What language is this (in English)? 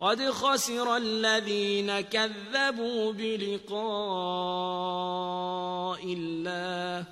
Azerbaijani